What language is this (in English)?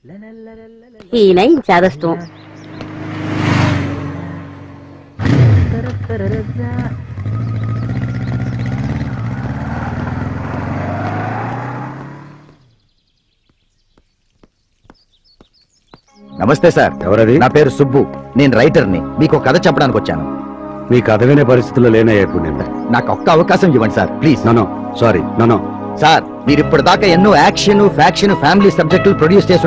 Telugu